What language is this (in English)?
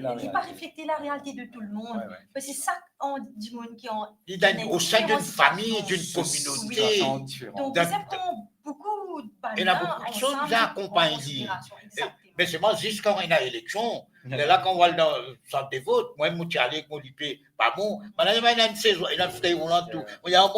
Morisyen